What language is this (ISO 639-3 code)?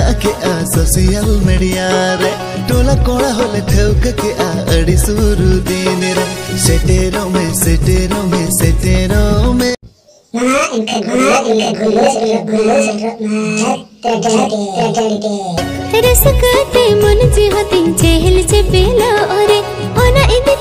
sat